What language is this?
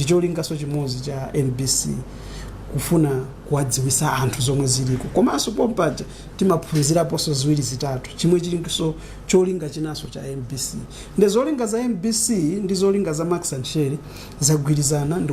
Nyanja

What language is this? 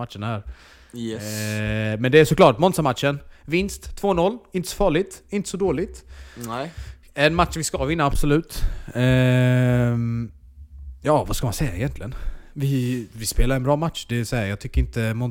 Swedish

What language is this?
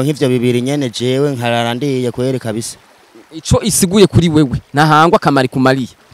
Rundi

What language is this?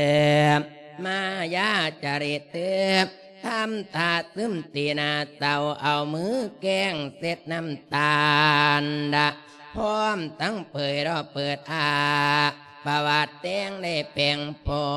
Lao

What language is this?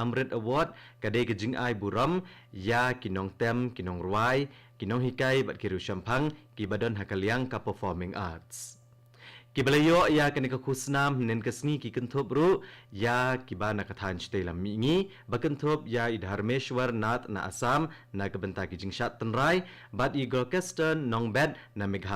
Khasi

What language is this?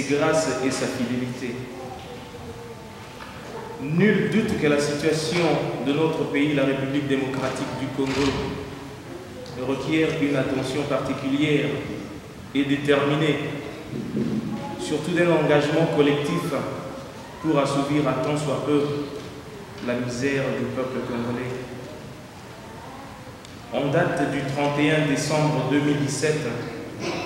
French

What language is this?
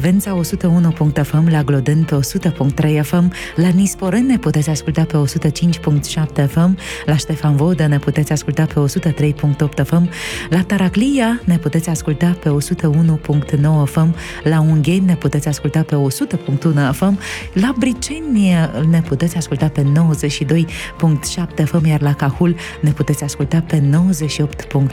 Romanian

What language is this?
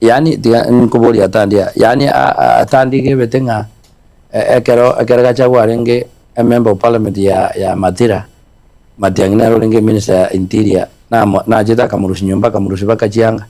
Gusii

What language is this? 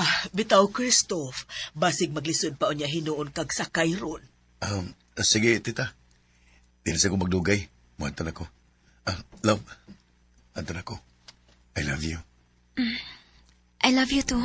Cebuano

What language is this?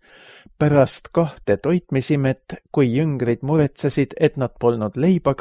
Estonian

